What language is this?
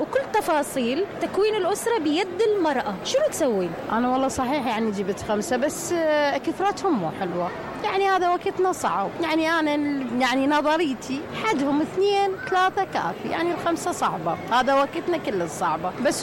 Mesopotamian Arabic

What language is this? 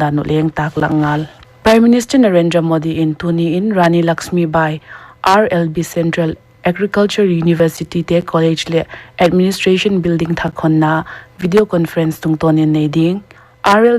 Paite Chin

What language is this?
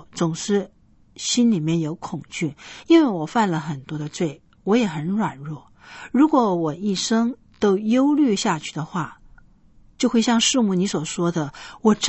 Chinese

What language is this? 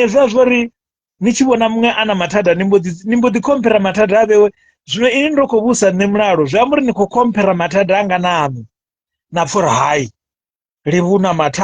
Venda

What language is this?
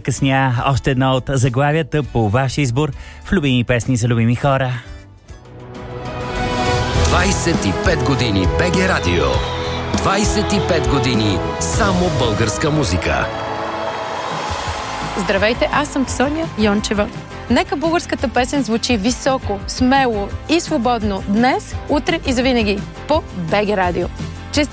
Bulgarian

